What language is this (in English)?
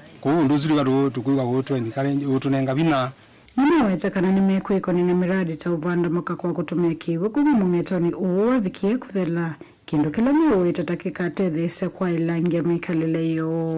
Kamba